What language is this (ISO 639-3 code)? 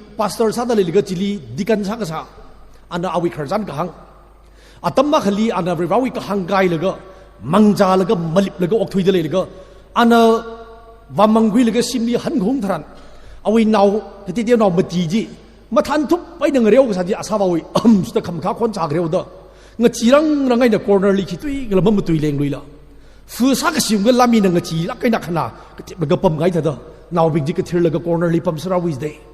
nmf